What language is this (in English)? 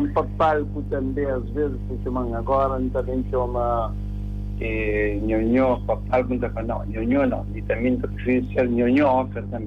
Kabuverdianu